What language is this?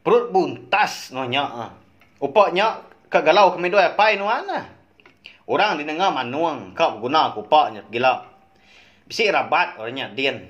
Iban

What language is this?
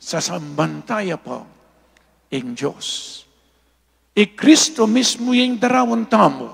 Pampanga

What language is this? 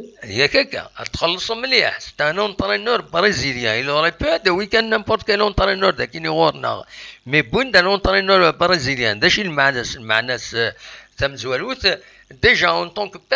Kabyle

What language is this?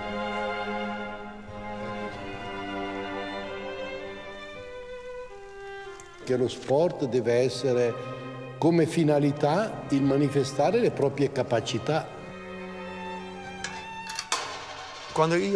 Italian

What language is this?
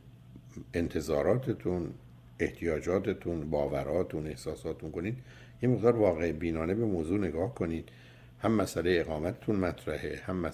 Persian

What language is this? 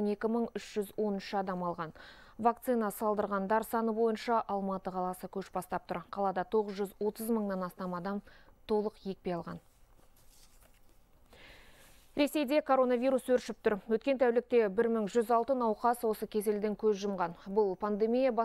Kazakh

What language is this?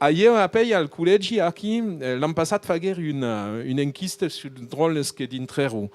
Occitan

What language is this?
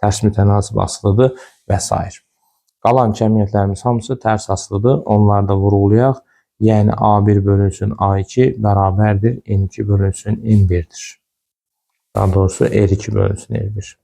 Azerbaijani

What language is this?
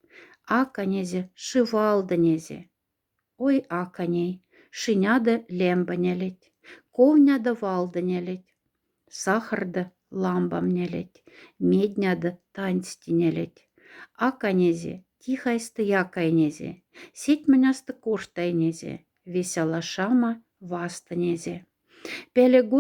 Moksha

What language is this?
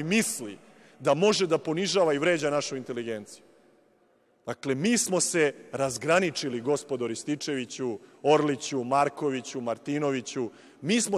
Serbian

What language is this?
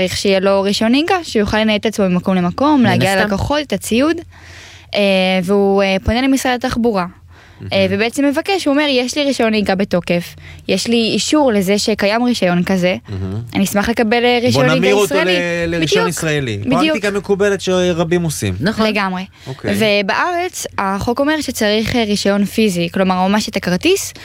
Hebrew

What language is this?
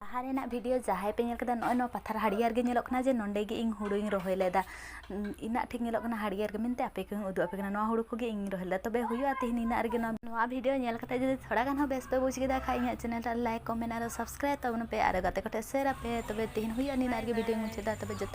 Santali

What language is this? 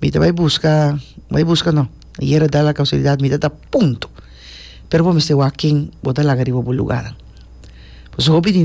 Papiamento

